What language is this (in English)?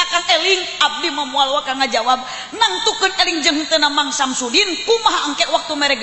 Sundanese